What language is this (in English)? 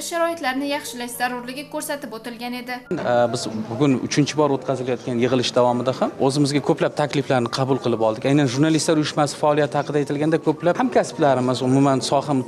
Uzbek